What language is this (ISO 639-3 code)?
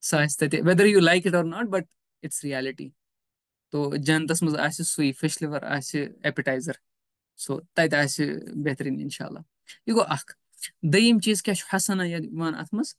kas